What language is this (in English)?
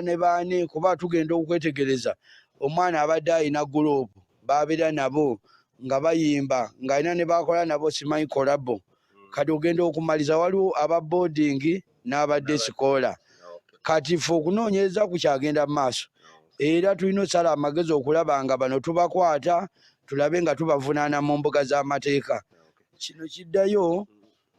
Ganda